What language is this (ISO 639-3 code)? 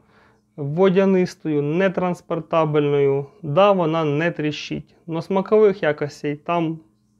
ukr